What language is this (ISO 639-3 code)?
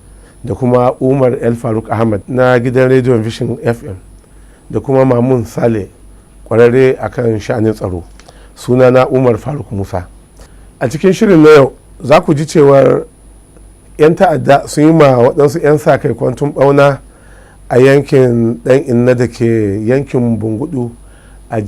hau